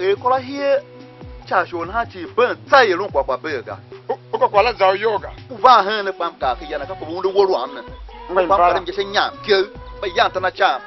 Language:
Tiv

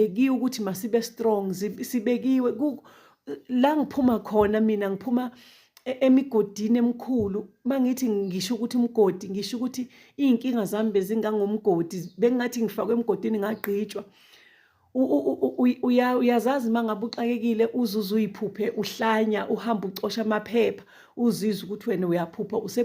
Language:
Zulu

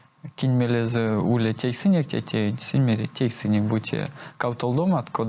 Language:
Erzya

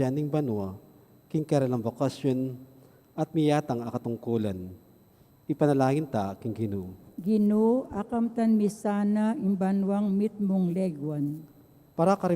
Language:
Pampanga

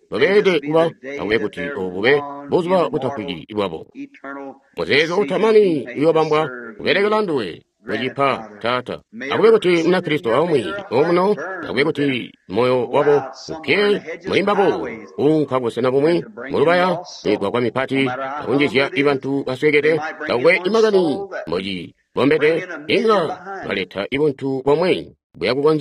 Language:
Tonga (Zambia)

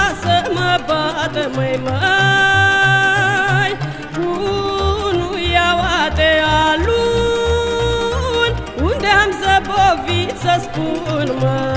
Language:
Romanian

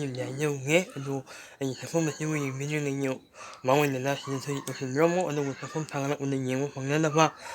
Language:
Manipuri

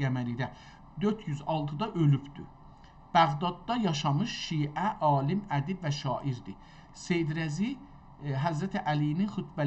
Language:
South Azerbaijani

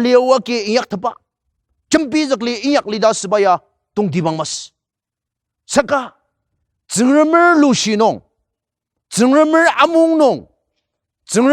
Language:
Ao Naga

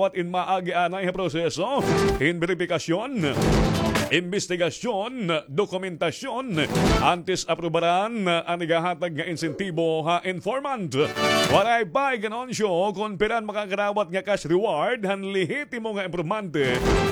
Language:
Waray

